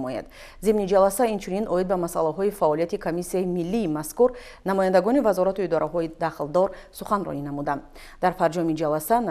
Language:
Tajik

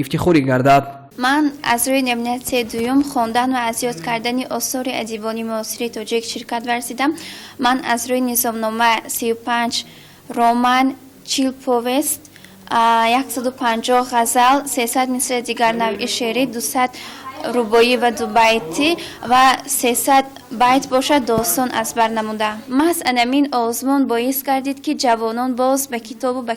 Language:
Tajik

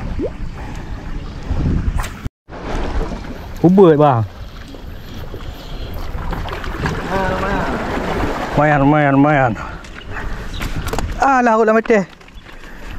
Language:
Malay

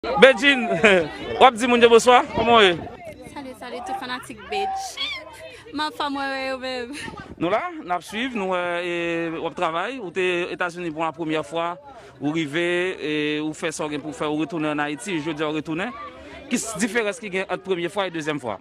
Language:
Haitian Creole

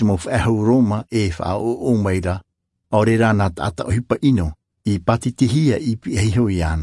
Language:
Tahitian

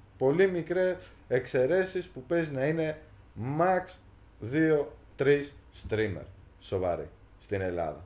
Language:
Greek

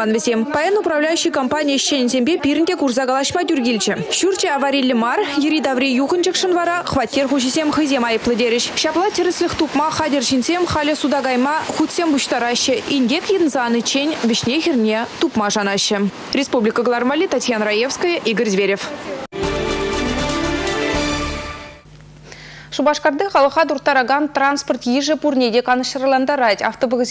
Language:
Chuvash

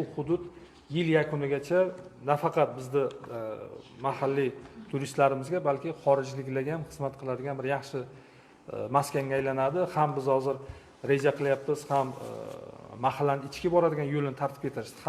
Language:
Uzbek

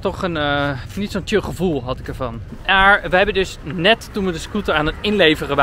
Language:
Dutch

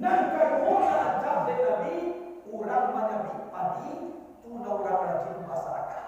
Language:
Minangkabau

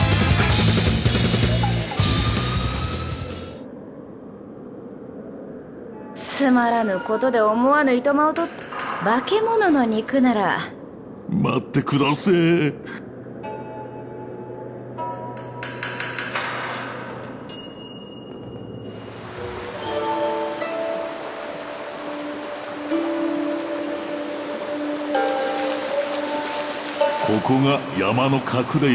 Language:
Japanese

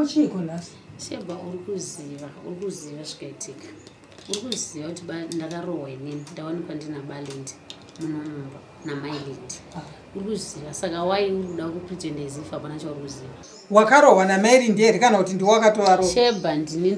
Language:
Shona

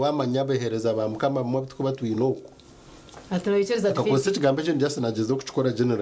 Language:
Nyankole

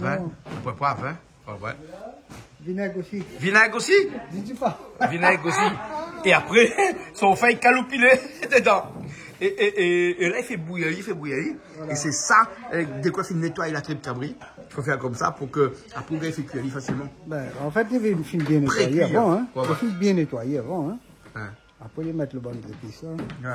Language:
Réunion Creole French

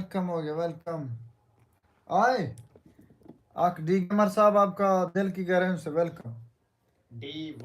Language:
Saraiki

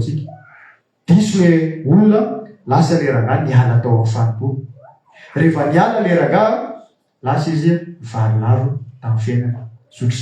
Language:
Malagasy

